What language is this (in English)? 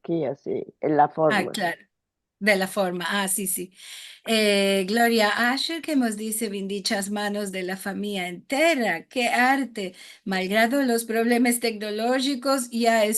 Ladino